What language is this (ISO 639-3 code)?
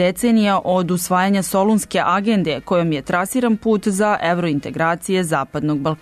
srp